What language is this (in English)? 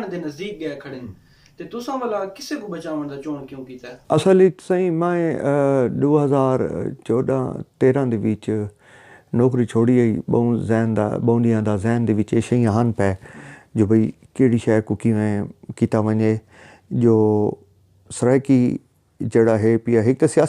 Saraiki